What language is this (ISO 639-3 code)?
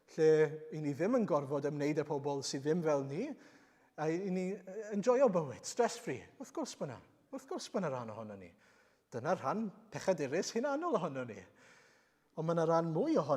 cym